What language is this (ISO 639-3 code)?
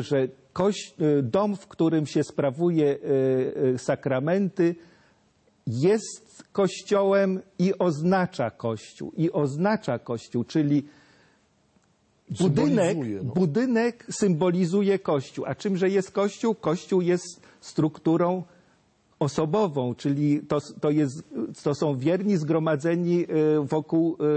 pol